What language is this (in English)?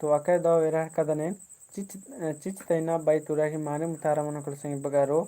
Kurukh